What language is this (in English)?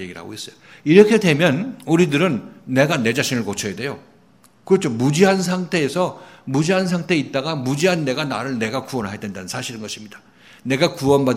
Korean